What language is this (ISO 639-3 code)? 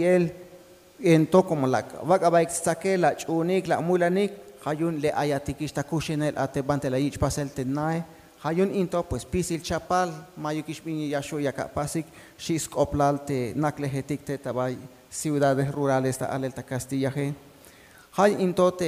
tzh